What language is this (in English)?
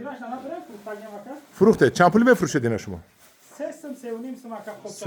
Tajik